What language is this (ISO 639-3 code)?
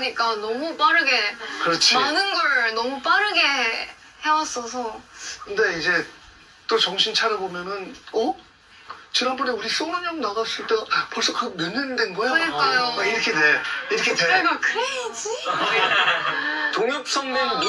kor